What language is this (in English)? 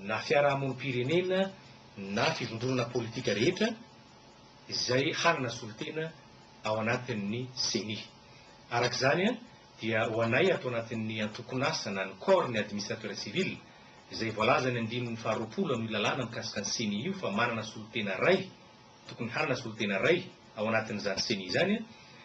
Malagasy